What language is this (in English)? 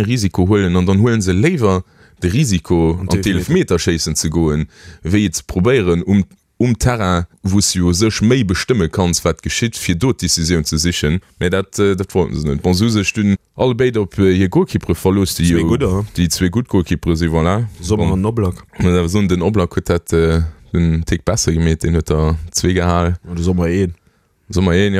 Luxembourgish